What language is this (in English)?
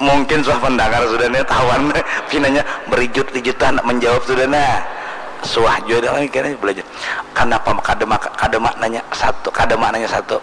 Banjar